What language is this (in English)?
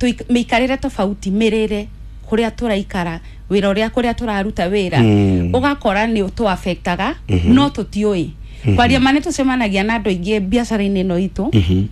Kikuyu